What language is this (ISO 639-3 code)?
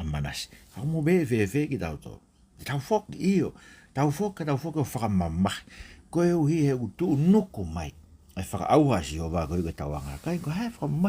ton